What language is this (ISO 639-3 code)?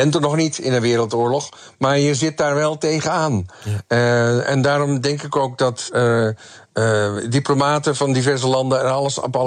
nld